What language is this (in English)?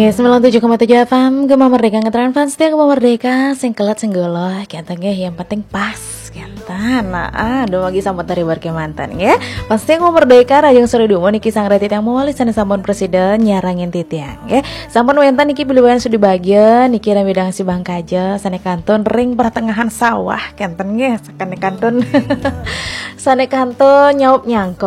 Balinese